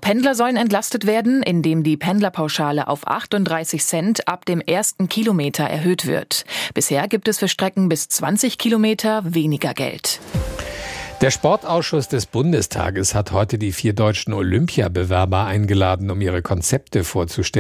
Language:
German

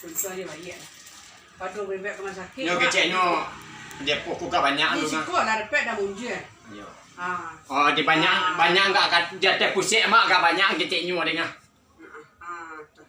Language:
Minangkabau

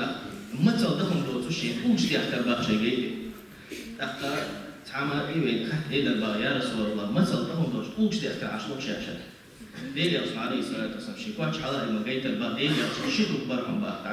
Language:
Chechen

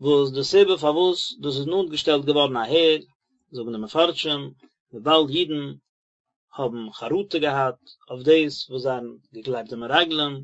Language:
Yiddish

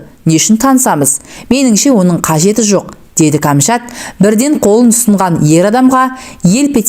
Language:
Kazakh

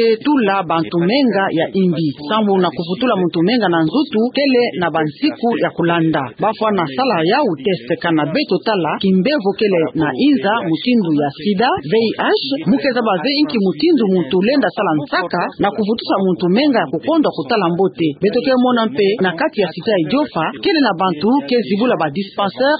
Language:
Kituba (Democratic Republic of Congo)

